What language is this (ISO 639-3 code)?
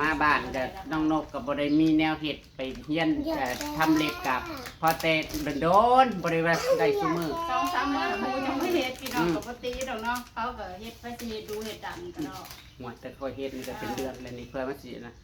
tts